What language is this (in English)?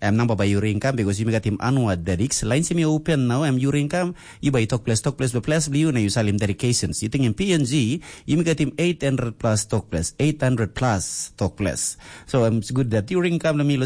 Tok Pisin